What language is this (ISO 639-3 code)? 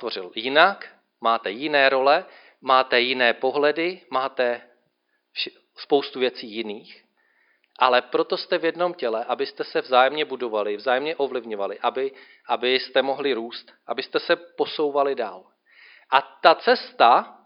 ces